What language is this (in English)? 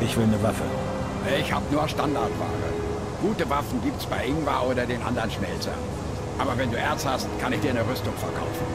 Bavarian